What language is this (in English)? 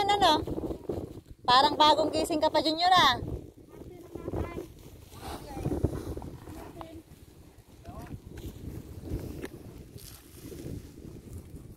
Filipino